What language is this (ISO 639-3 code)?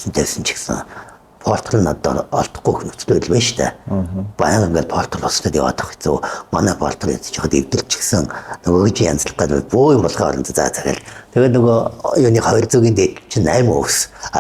mon